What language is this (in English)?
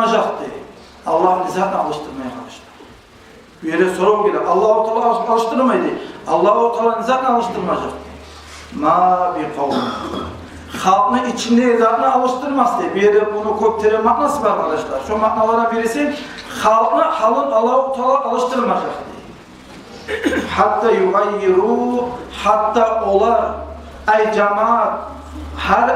Kumyk